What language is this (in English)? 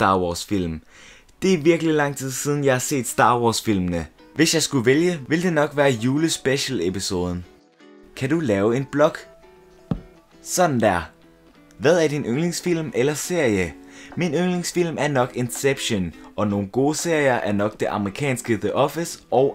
Danish